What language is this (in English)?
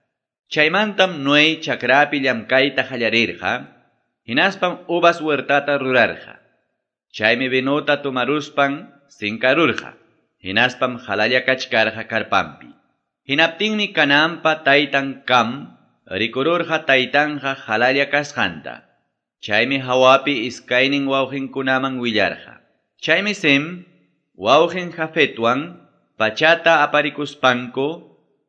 Quechua